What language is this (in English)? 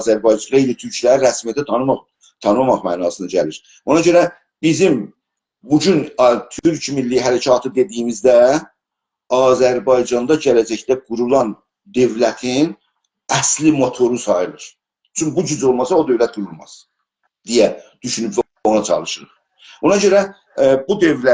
South Azerbaijani